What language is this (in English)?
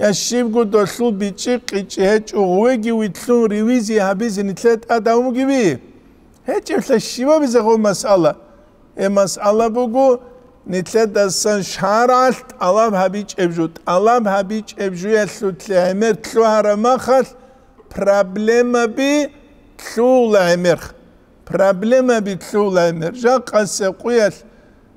Avaric